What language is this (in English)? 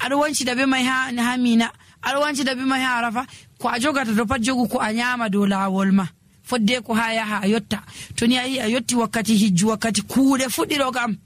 Nigerian Fulfulde